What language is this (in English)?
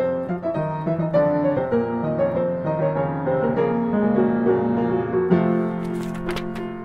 Polish